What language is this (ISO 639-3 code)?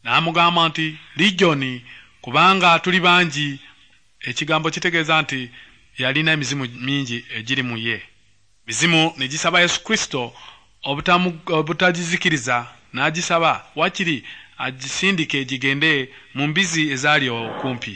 lug